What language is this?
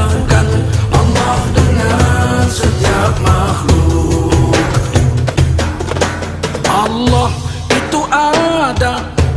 Indonesian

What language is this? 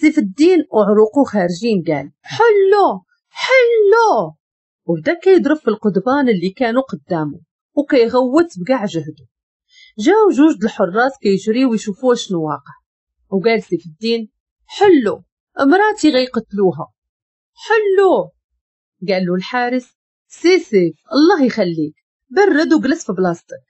Moroccan Arabic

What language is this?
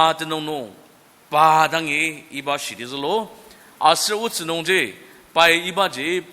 Ao Naga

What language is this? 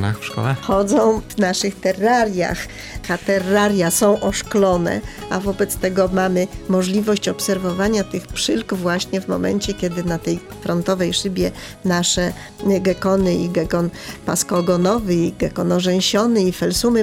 Polish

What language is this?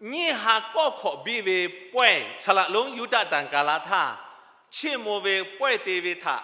Lahu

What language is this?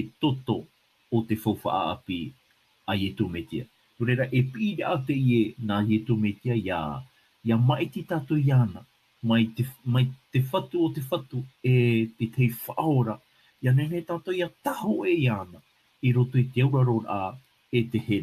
Tahitian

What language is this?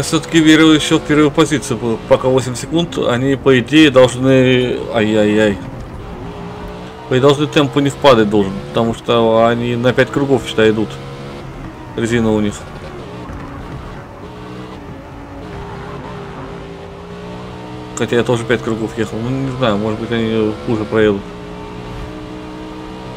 Russian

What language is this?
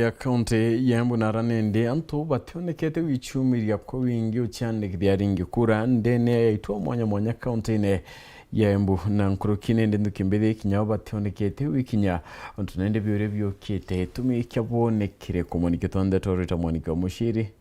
Meru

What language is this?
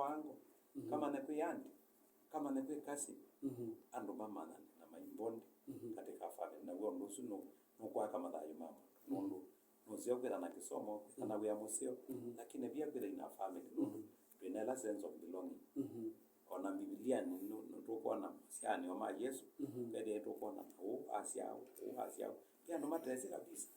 Kamba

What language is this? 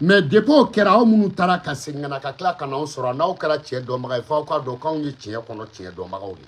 Bambara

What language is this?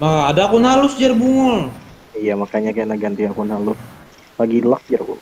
Banjar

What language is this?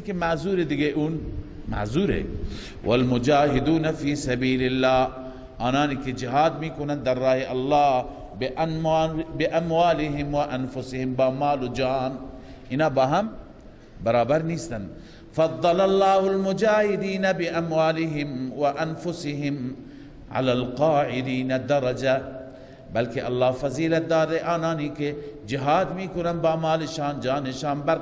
Persian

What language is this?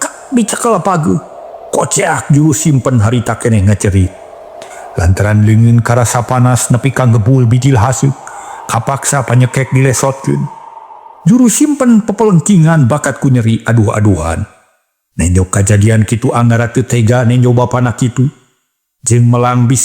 Sundanese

